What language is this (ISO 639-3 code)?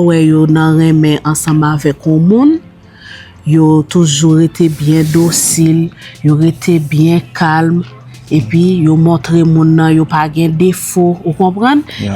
hat